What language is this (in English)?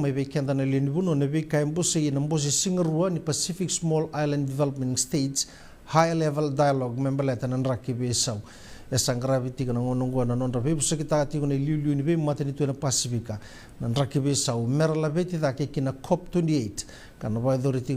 Fijian